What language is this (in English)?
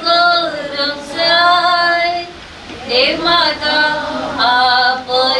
Konkani